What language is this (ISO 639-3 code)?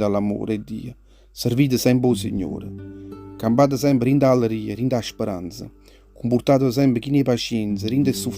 nap